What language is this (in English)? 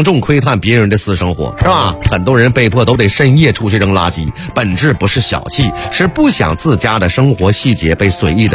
Chinese